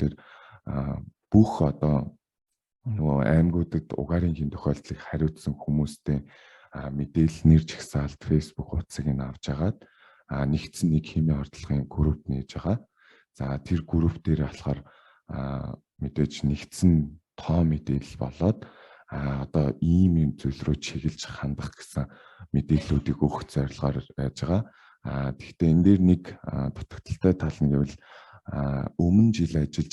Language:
Mongolian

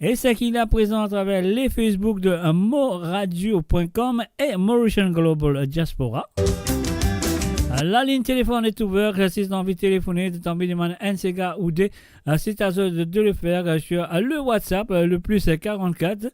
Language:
Morisyen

